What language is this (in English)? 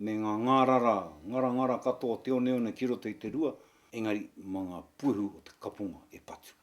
Māori